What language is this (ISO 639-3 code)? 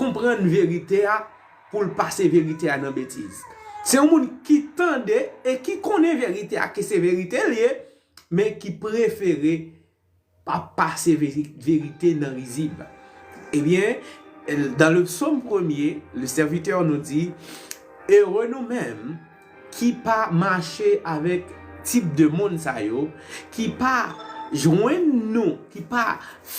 hat